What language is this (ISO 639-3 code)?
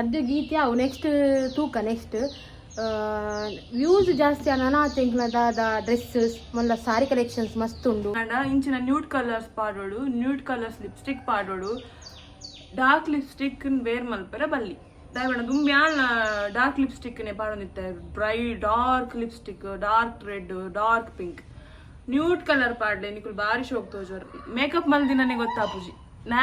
tcy